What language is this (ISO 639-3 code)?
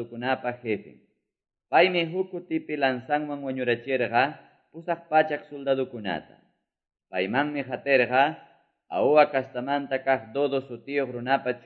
que